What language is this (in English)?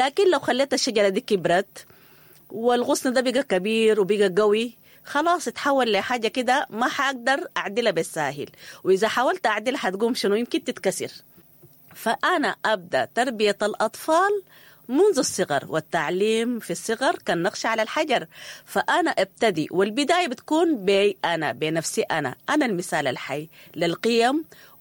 Sudanese Arabic